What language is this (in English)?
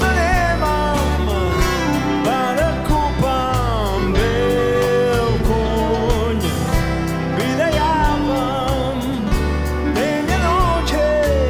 Serbian